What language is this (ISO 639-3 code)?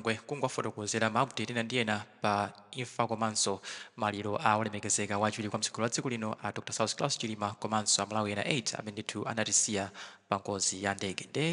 nya